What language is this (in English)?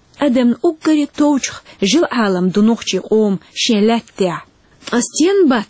Chechen